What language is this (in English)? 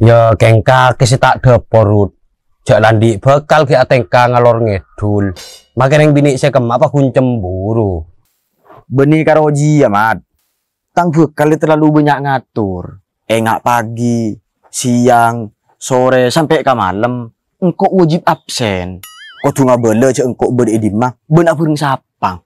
Madurese